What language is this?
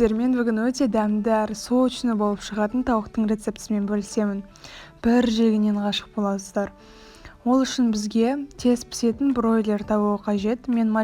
Kazakh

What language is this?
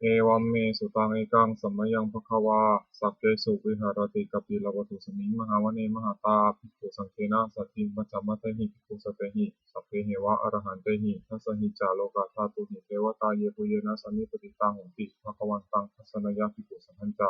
Pali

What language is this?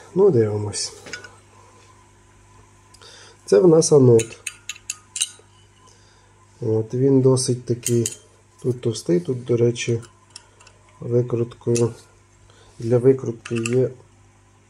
Ukrainian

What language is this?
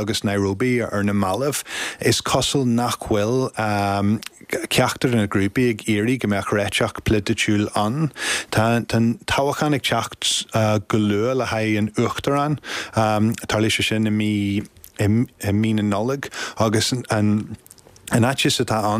Irish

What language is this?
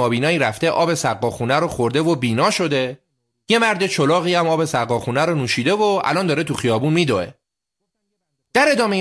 Persian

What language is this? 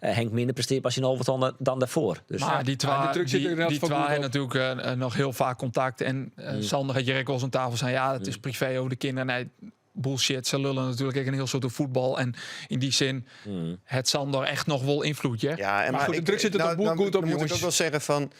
Western Frisian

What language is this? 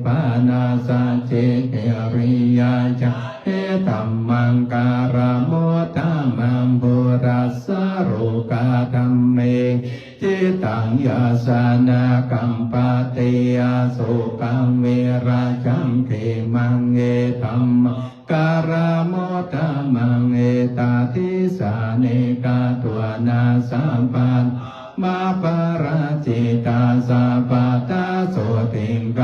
Pali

